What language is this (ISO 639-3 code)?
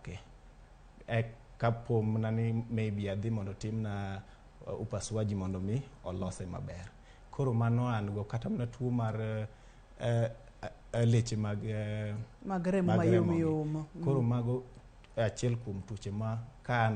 luo